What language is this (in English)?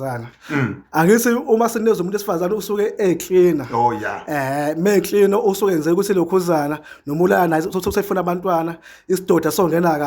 Zulu